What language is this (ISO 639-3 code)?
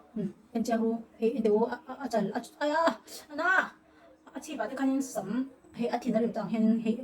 lus